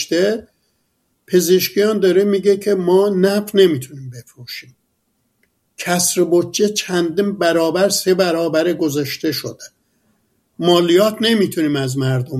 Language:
Persian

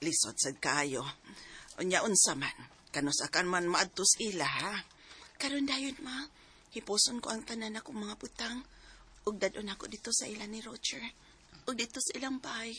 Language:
Cebuano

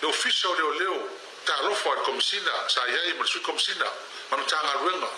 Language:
Samoan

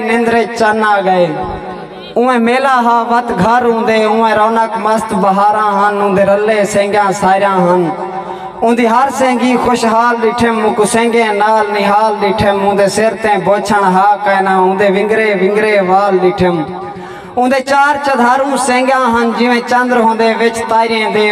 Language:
Saraiki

